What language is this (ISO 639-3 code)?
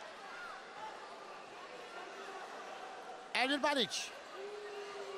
tur